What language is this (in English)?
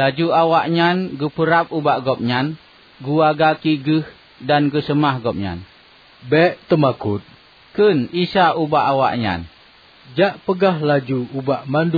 Achinese